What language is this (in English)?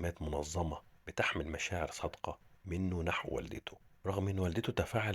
Egyptian Arabic